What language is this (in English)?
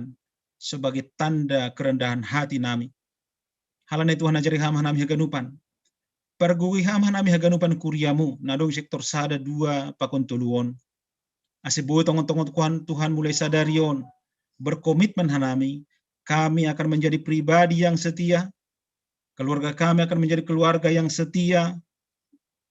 Batak Simalungun